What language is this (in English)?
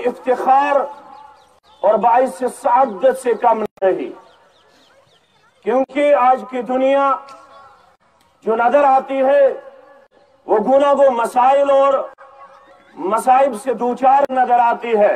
Urdu